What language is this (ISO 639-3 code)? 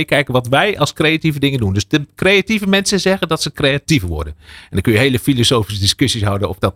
nld